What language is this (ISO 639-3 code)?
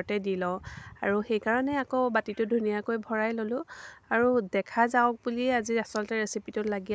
asm